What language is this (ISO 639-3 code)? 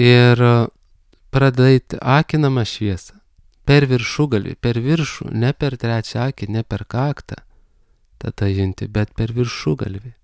lit